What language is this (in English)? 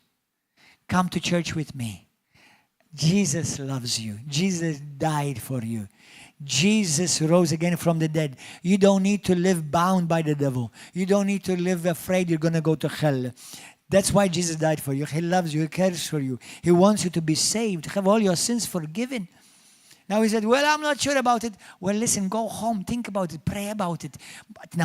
English